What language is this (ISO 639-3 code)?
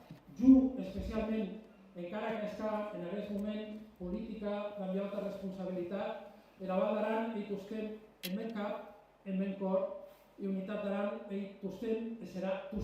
oci